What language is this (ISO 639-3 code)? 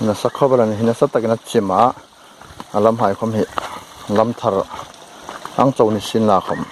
hmr